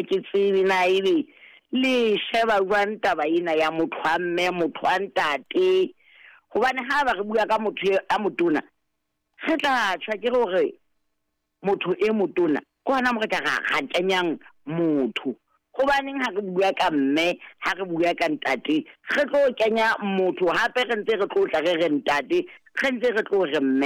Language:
Southern Sotho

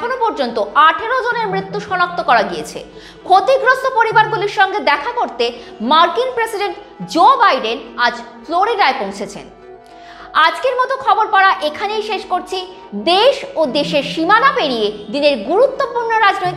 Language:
Bangla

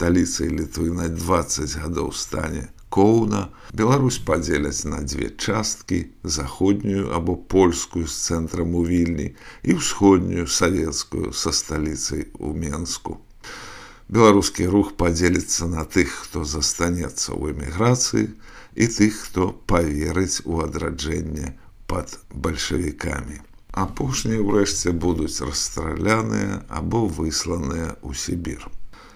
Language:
Belarusian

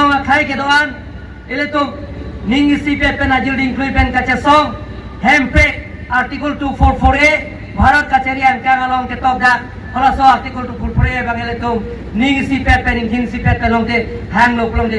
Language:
Karbi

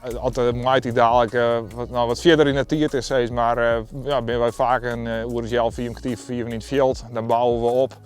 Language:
Western Frisian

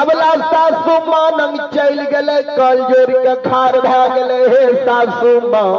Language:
Maithili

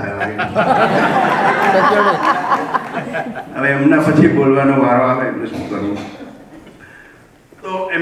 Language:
Gujarati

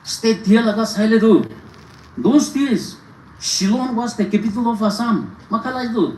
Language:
Naga Pidgin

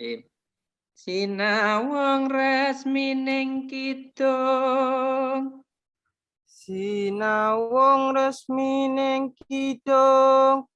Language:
Javanese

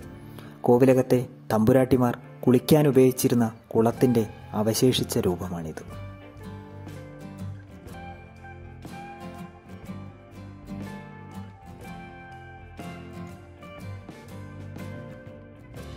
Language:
Malayalam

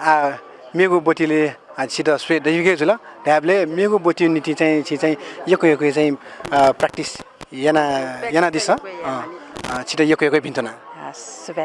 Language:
Newari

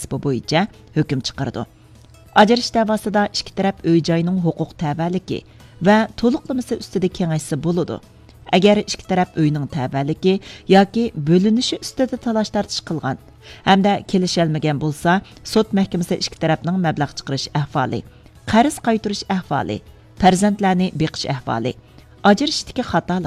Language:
Uyghur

